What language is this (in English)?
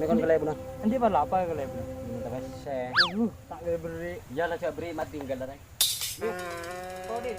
Madurese